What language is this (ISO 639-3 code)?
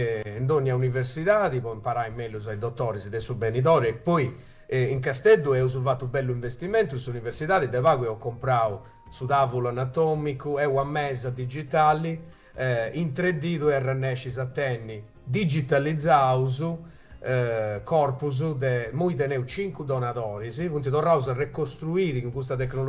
srd